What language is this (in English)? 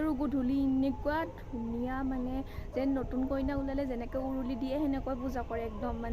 Assamese